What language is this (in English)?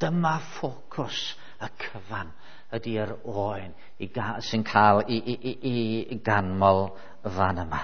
Welsh